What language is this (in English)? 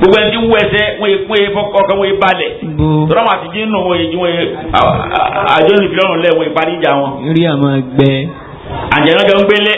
Yoruba